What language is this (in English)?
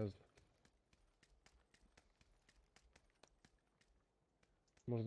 Croatian